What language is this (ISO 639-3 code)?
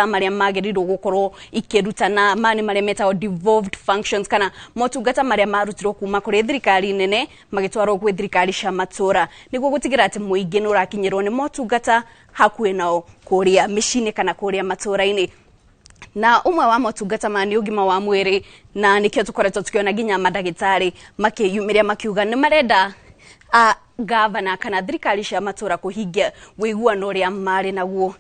kik